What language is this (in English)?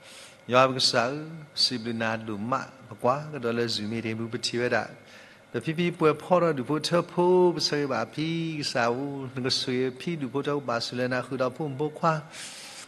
S'gaw Karen